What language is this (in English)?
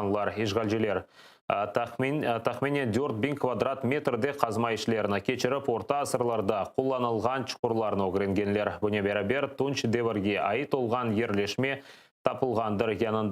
Crimean Tatar